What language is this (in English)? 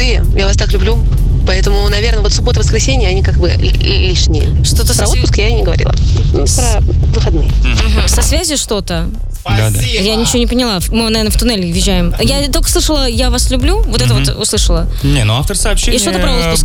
Russian